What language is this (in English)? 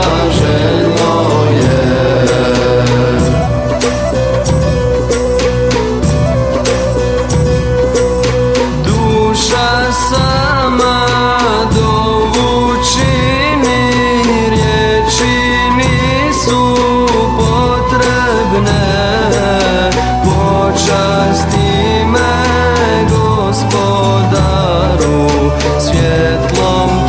Croatian